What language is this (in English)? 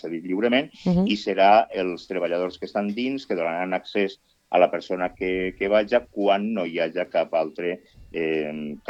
Catalan